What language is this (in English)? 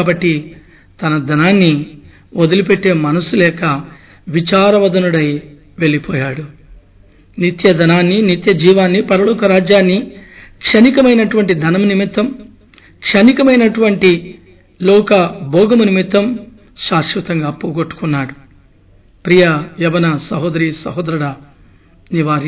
Telugu